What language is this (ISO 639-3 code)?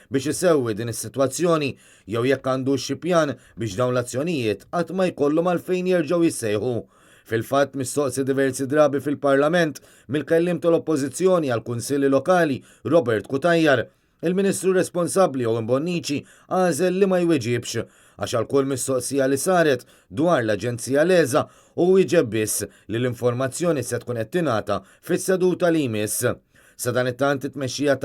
mlt